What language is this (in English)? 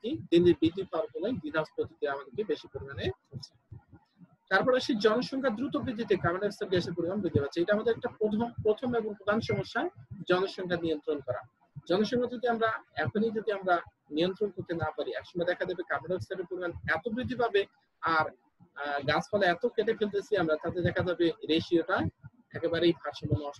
Bangla